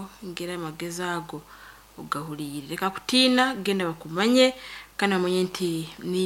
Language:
Nyankole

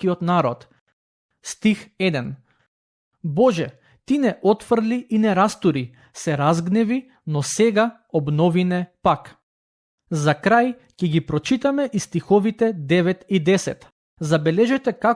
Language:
Macedonian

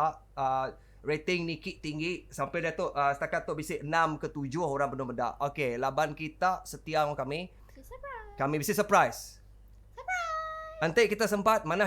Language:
Iban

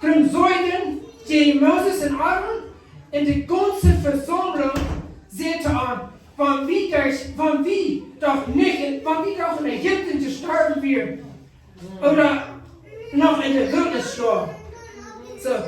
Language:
Plautdietsch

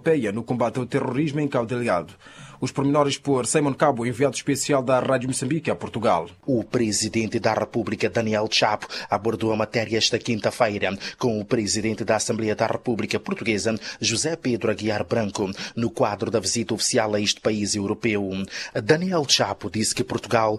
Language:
Portuguese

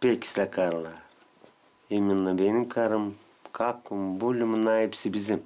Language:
Gagauz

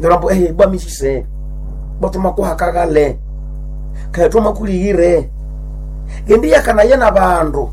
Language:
Nande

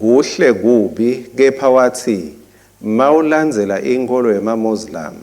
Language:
Swati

